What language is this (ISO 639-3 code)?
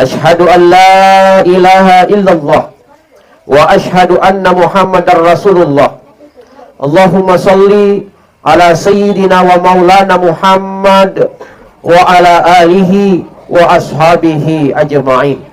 bug